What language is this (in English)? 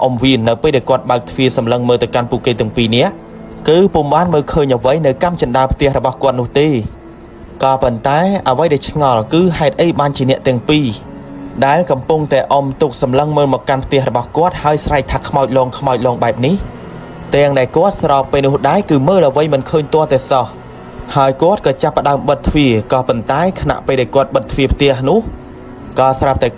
Khmer